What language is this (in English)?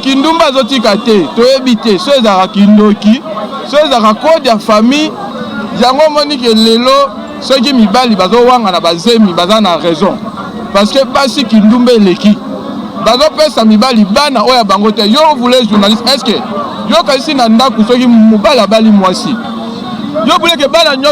Lingala